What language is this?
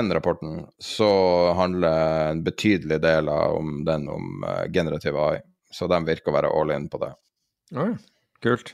Norwegian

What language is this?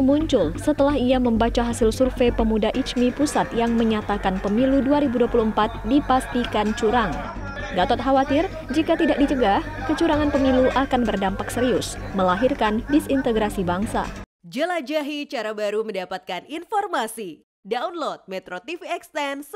Indonesian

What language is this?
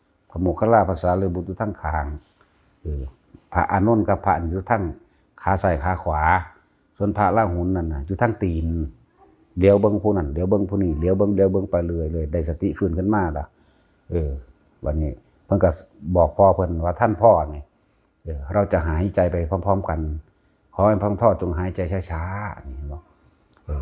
Northeastern Thai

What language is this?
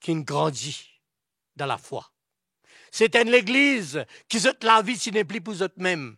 Morisyen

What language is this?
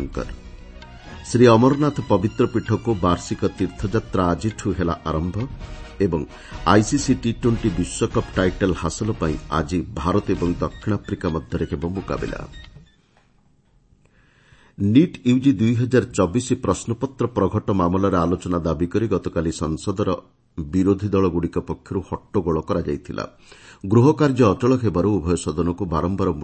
Odia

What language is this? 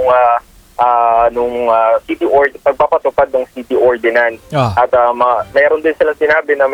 Filipino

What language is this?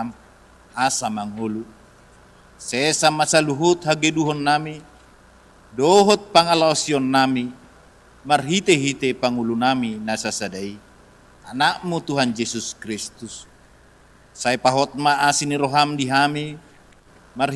Batak Toba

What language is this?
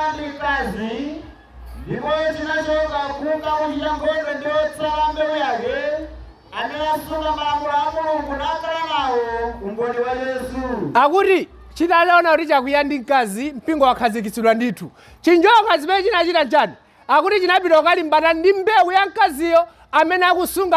Nyanja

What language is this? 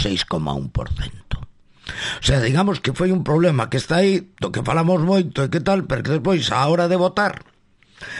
Galician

